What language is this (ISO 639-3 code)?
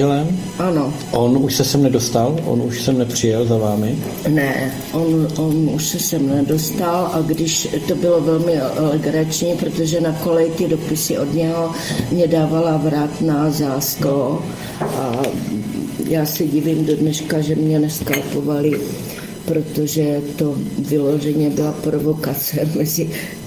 ces